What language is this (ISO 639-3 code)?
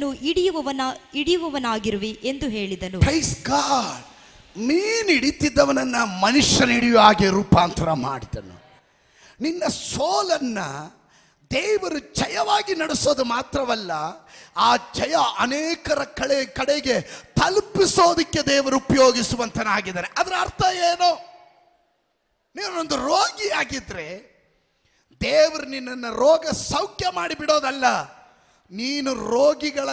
kan